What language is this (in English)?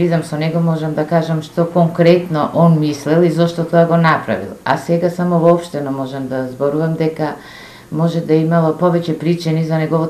Macedonian